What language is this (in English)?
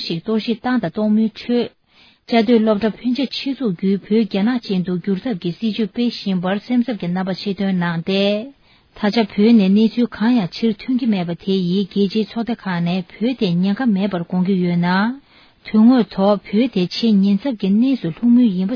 Tibetan